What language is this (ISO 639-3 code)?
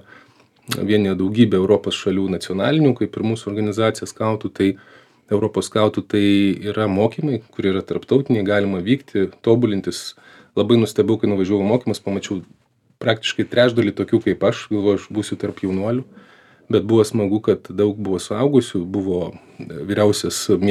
lit